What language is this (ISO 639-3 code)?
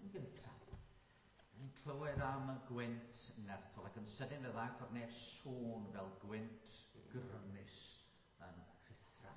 cym